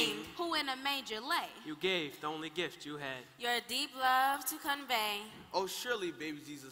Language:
English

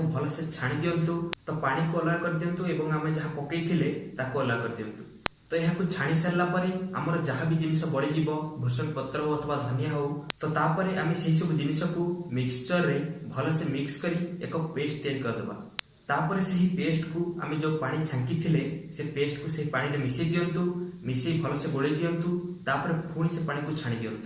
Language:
Odia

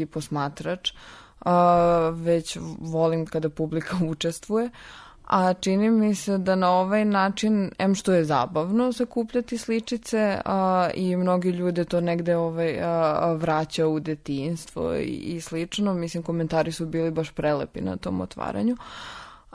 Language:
Serbian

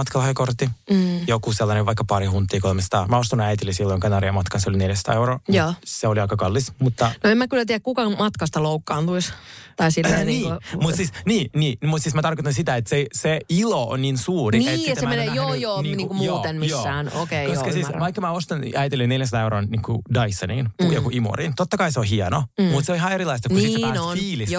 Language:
Finnish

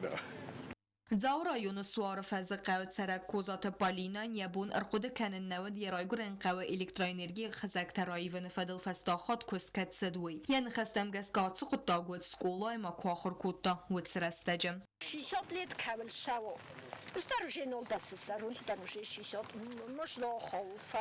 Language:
Ossetic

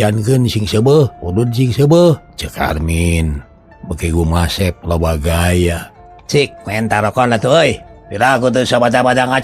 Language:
Sundanese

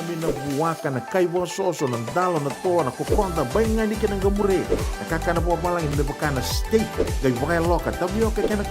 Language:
Fijian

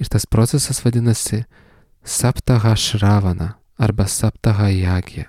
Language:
Lithuanian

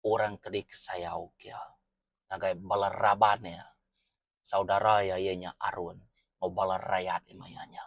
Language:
Iban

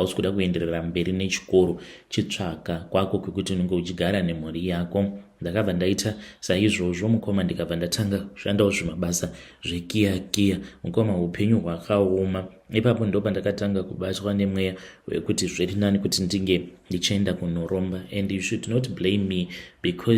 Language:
Shona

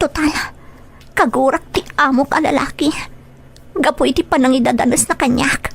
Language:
Iloko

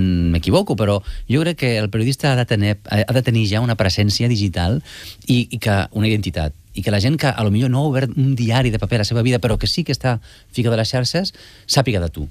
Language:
Catalan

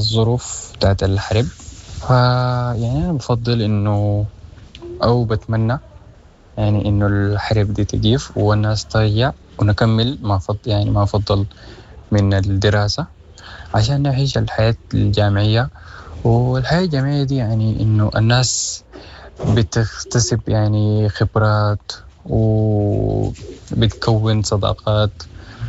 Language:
Sudanese Arabic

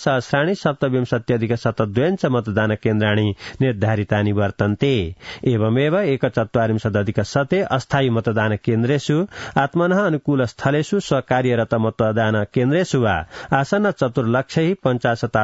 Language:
Sanskrit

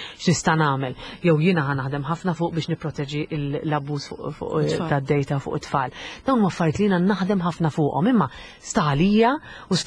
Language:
Maltese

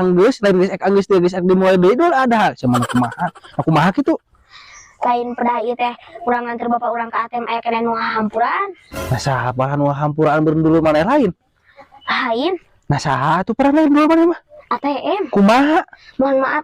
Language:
Sundanese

